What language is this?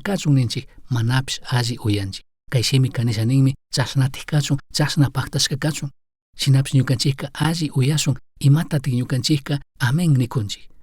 Chimborazo Highland Quichua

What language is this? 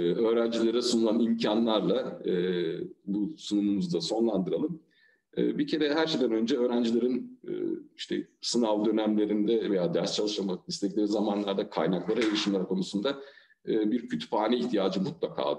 Turkish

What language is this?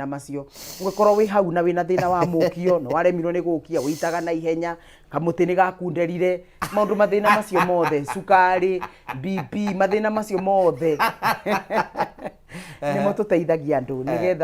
Kikuyu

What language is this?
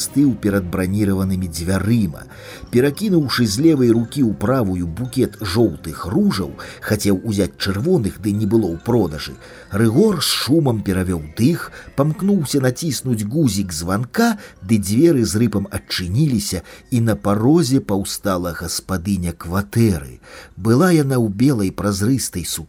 Belarusian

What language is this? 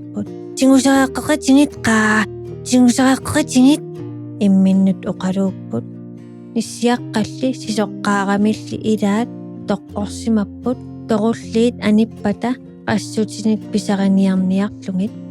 Kalaallisut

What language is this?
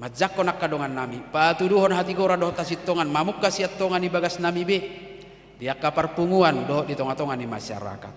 Batak Toba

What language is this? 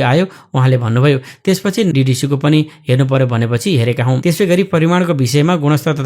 Nepali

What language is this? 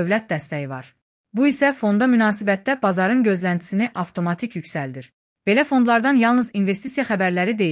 Azerbaijani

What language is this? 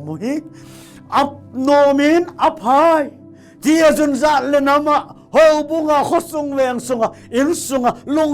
Thado Chin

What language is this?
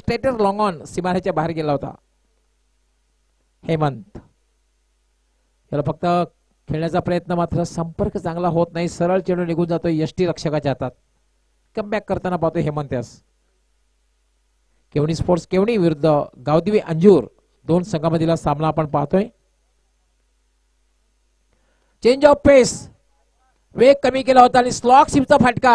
Marathi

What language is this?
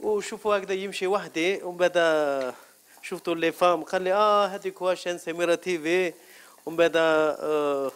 Algerian Arabic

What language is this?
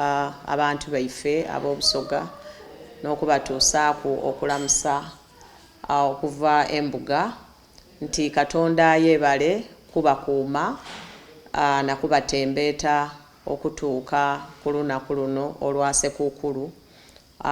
Soga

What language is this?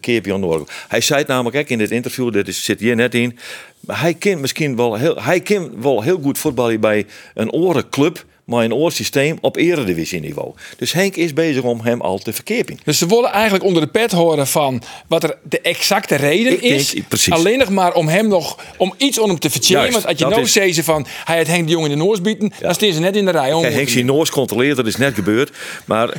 Western Frisian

